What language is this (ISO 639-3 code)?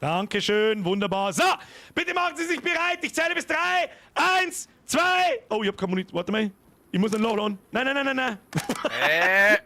bar